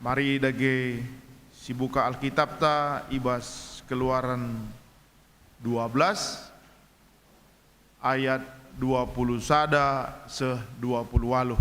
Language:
Batak Karo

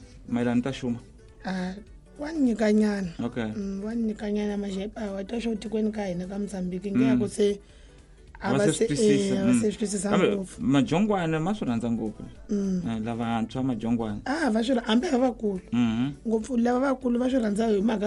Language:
Tsonga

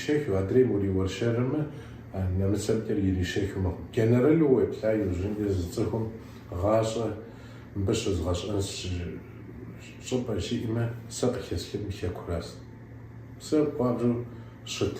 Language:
Kabardian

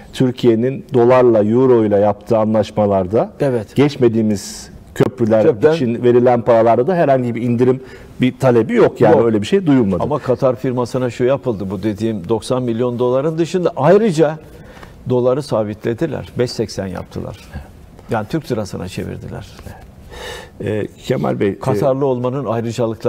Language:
Turkish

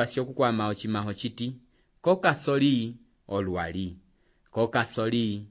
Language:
Umbundu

